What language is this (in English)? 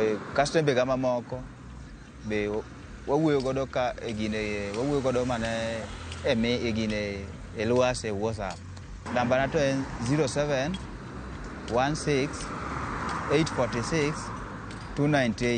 Luo (Kenya and Tanzania)